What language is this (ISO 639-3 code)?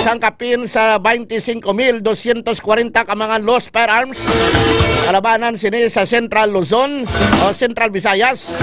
hil